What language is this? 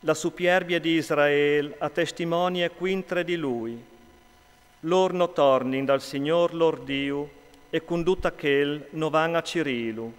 Friulian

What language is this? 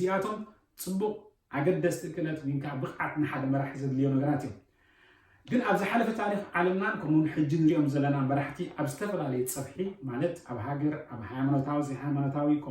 Tigrinya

